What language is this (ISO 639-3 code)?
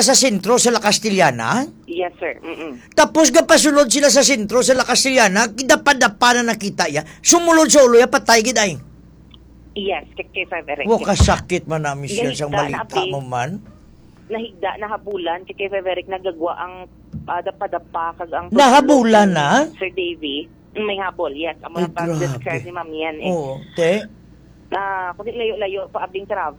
hil